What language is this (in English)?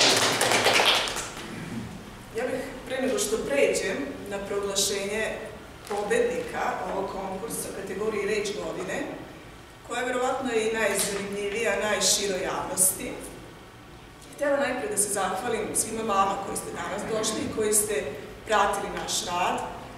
Serbian